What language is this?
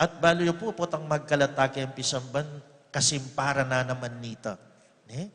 Pampanga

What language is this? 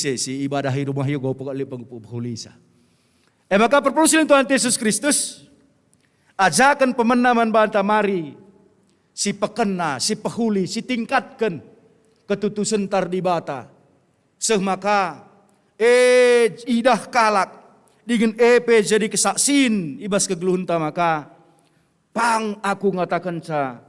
Batak Karo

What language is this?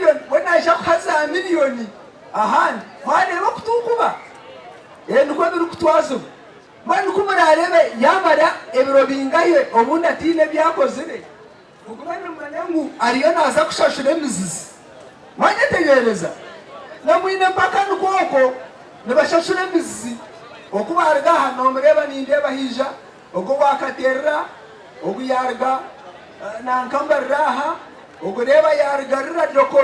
Nyankole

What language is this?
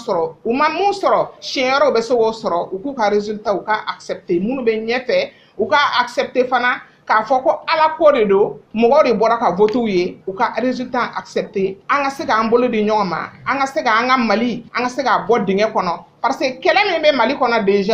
Bambara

